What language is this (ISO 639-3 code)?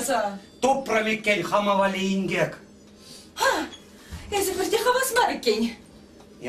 chv